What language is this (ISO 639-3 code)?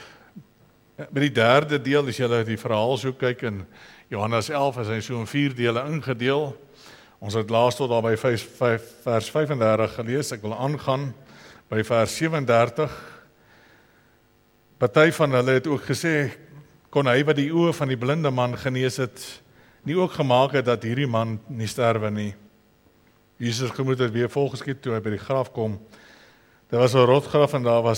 afr